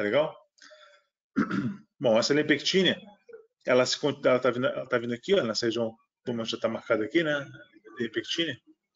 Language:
Portuguese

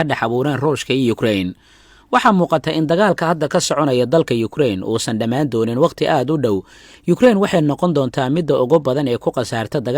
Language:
Somali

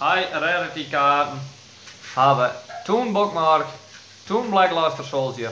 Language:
Western Frisian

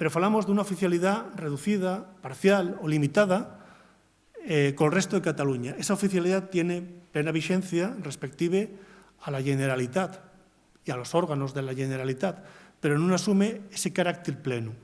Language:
Asturian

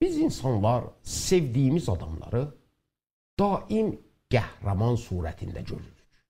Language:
South Azerbaijani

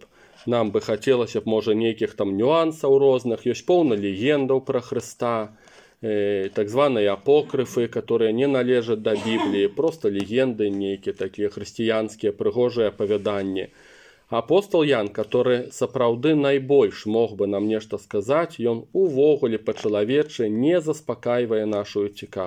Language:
Belarusian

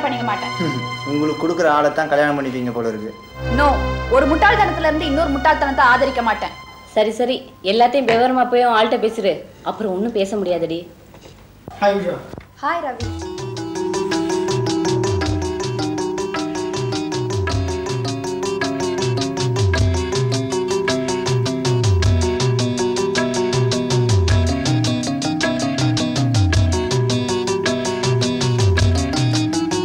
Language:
Tamil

